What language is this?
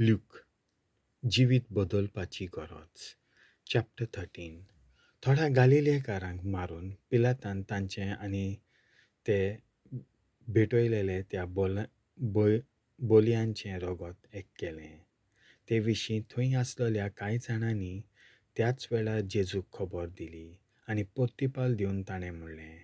Konkani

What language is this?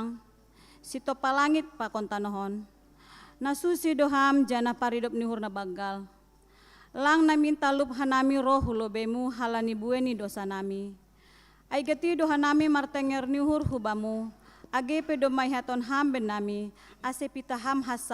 Batak Simalungun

